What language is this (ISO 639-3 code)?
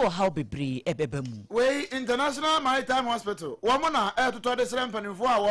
aka